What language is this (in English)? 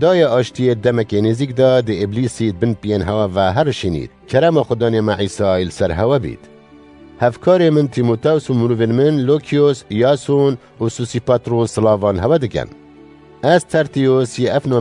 Kurdish